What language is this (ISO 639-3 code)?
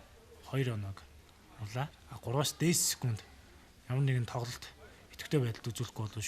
mon